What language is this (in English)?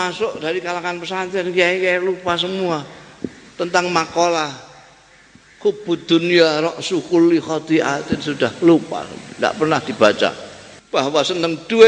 Indonesian